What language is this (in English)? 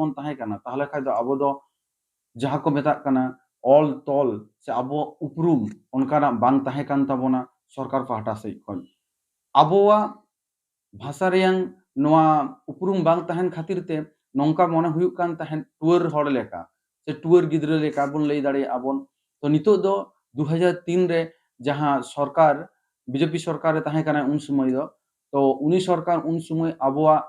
Santali